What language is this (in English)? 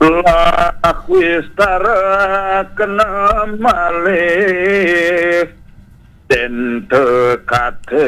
Balinese